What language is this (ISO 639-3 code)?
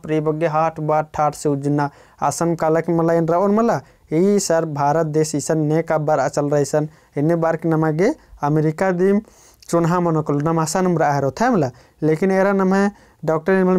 kru